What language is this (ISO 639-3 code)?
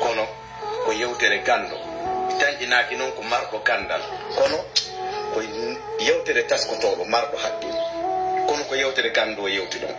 fuf